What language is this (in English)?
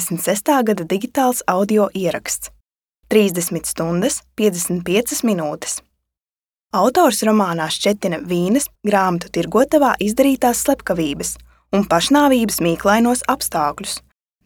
Latvian